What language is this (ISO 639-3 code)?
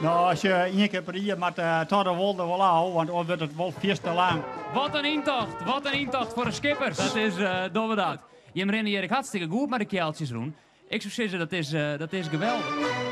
fry